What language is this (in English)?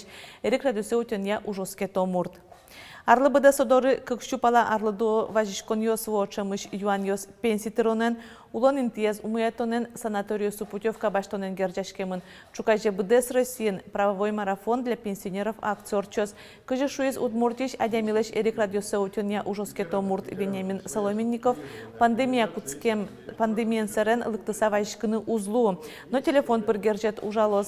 Udmurt